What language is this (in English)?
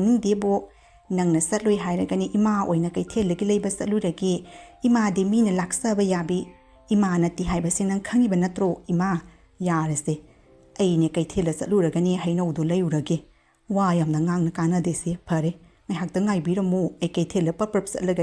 Manipuri